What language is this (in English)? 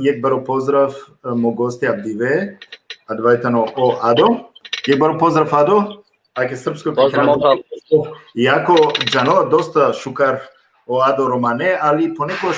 Balkan Romani